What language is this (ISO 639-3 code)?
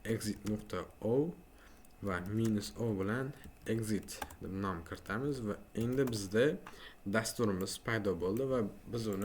uzb